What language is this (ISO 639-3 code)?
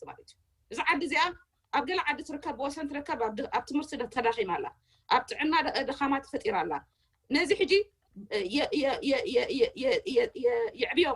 tir